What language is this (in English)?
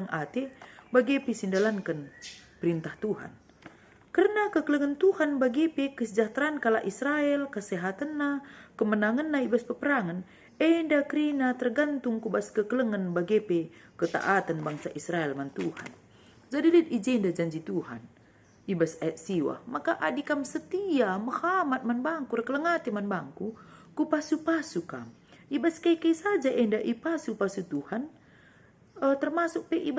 Batak Karo